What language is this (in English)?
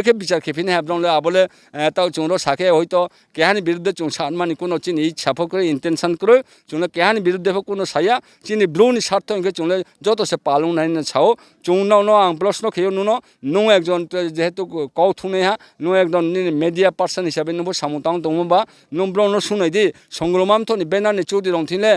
Riang (India)